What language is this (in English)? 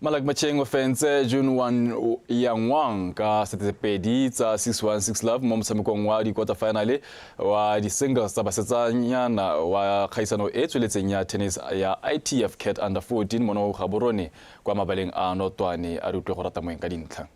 Tswana